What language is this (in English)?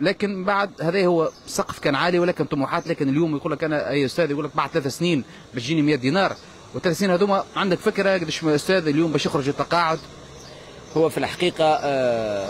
Tunisian Arabic